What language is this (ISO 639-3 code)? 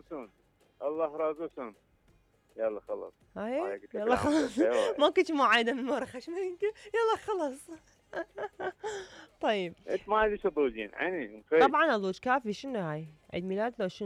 acm